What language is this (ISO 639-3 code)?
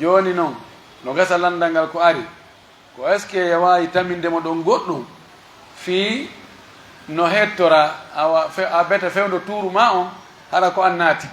fuf